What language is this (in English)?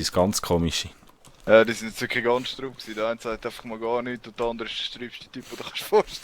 Swiss German